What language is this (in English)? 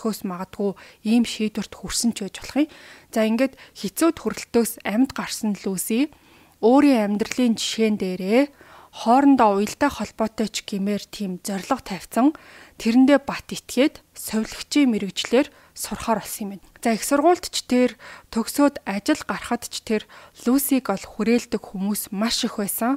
Mongolian